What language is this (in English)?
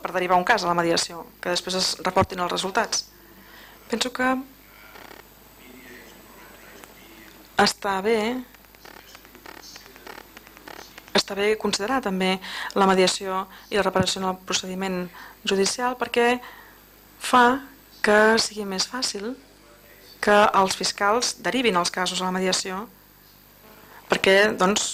Catalan